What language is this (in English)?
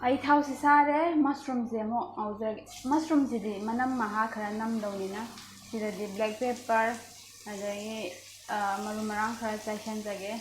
Manipuri